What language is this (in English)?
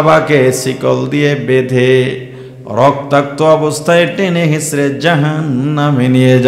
Bangla